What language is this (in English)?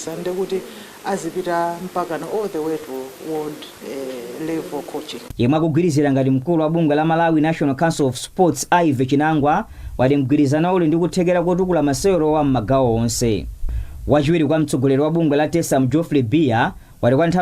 Nyanja